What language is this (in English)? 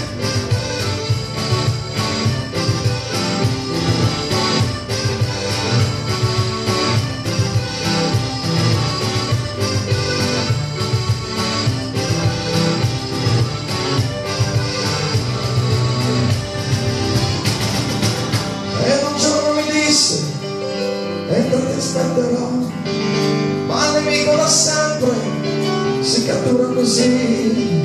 Italian